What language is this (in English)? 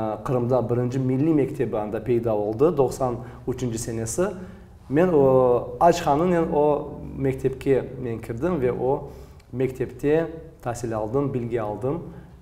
Crimean Tatar